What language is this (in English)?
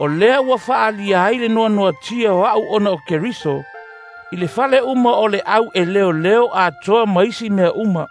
Samoan